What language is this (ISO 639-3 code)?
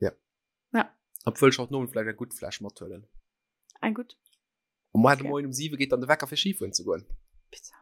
ltz